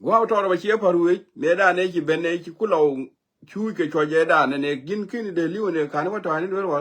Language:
Nuer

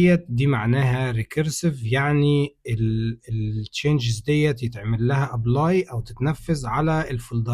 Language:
Egyptian Arabic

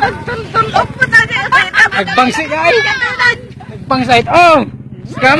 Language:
Iloko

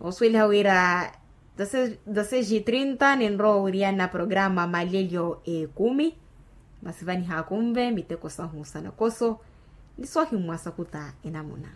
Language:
Makhuwa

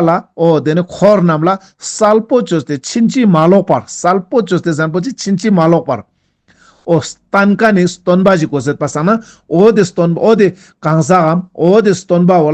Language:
Ladakhi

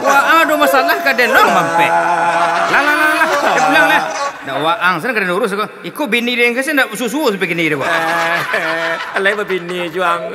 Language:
Minangkabau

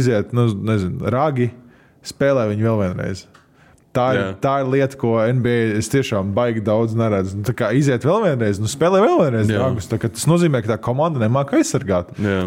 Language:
Latvian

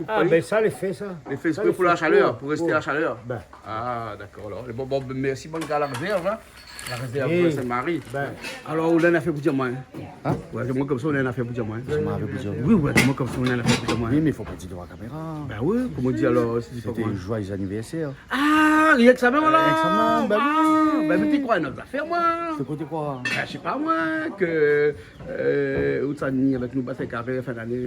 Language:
Réunion Creole French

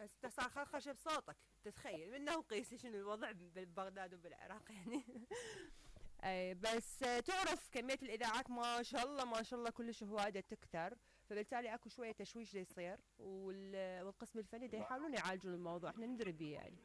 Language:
Mesopotamian Arabic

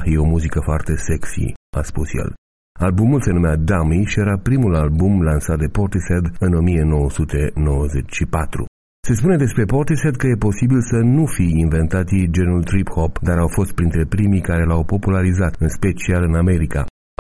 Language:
Romanian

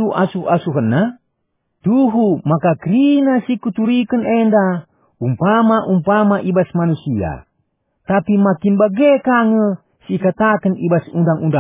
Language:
Batak Karo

